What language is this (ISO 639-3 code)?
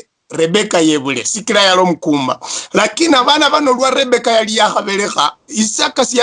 luy